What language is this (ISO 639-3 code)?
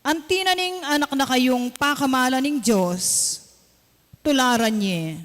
pam